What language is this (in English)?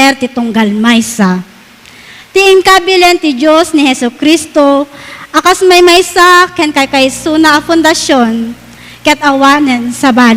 Iloko